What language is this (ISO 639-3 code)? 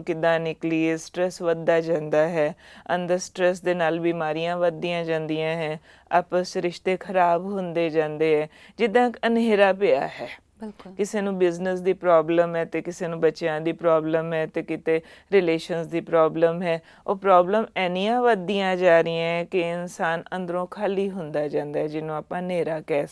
pan